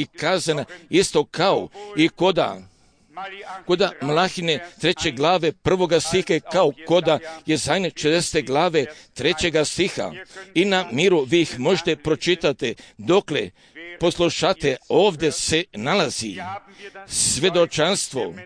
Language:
Croatian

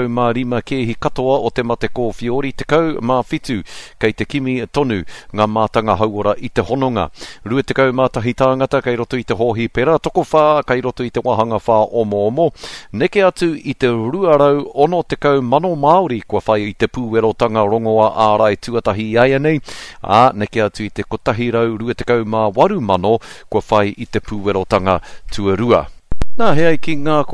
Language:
Māori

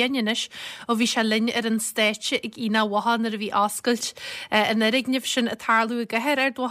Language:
Irish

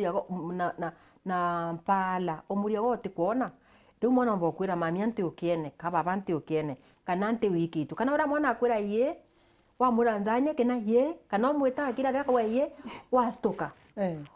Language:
Meru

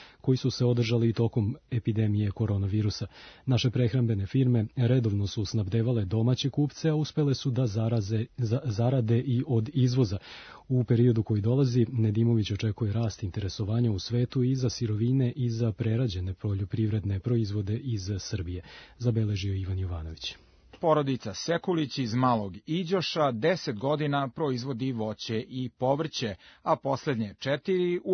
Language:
Serbian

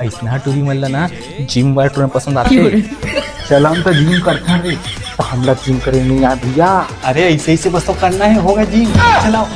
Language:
Chhattisgarhi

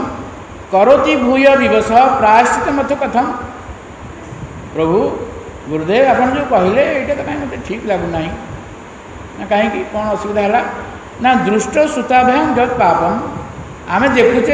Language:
Odia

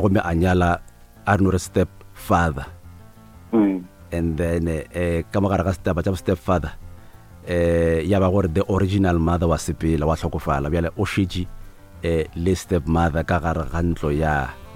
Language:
Northern Sotho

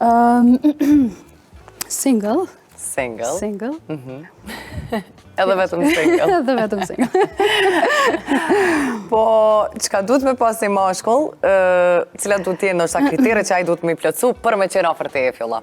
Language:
Albanian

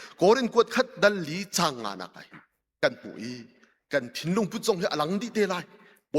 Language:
Hakha Chin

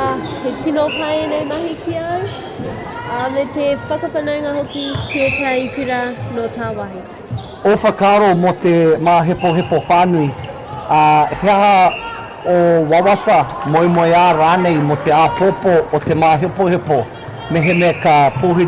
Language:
Māori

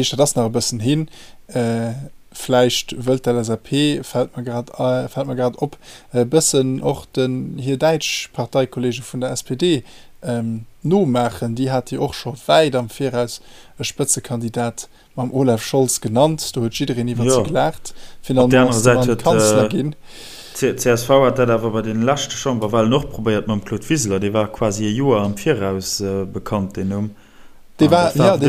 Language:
Luxembourgish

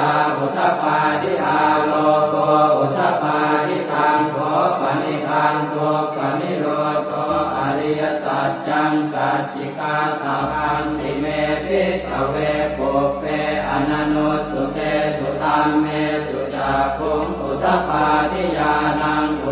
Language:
Pali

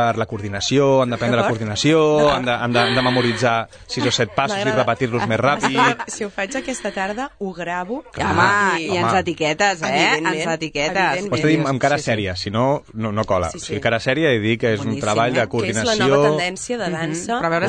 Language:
Catalan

